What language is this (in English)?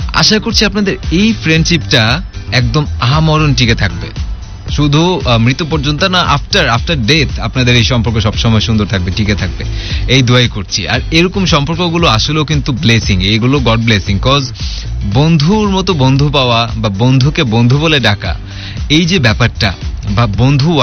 Bangla